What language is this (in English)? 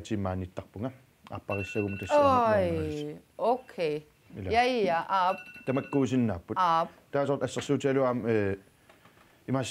Kalaallisut